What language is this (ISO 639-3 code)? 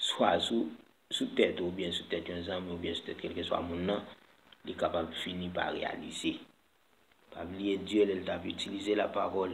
hat